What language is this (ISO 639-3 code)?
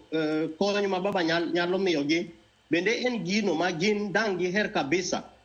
luo